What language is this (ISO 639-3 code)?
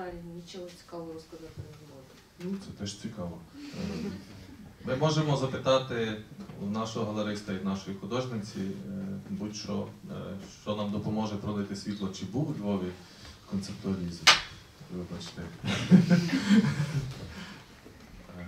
ukr